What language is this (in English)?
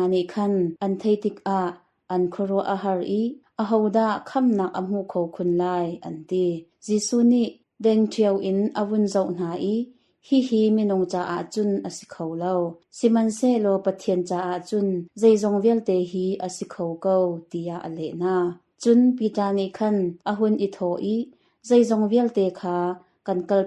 Hakha Chin